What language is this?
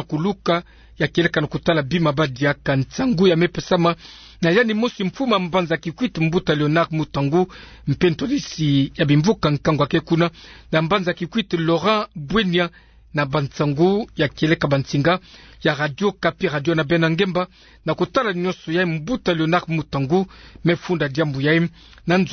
Kituba (Democratic Republic of Congo)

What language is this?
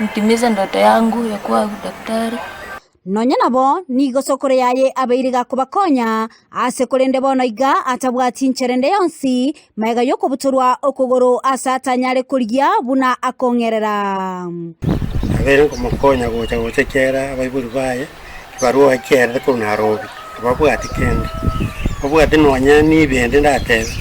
Gusii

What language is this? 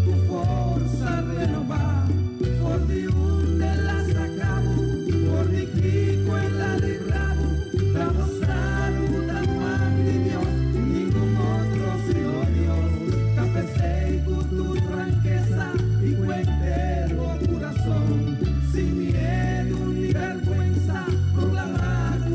Papiamento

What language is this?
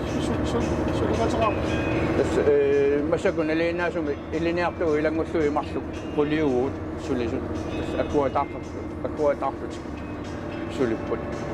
Kalaallisut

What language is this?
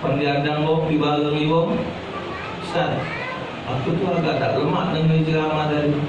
Musi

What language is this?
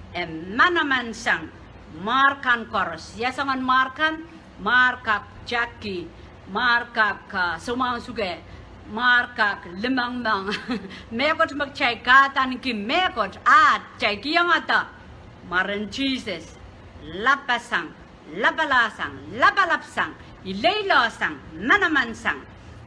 Pohnpeian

